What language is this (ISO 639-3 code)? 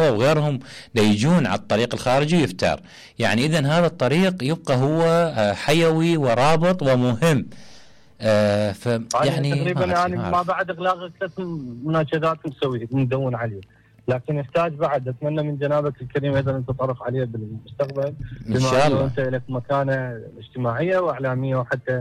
acm